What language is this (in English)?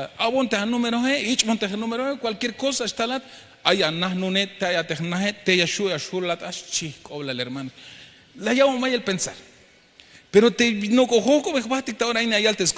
Tzeltal